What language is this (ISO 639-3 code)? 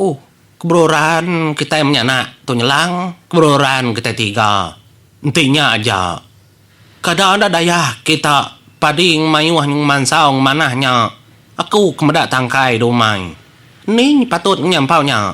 iba